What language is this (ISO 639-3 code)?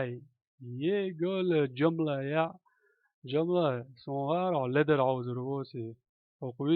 che